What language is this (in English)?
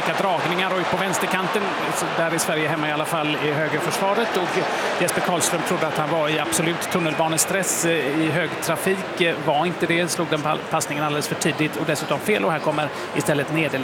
Swedish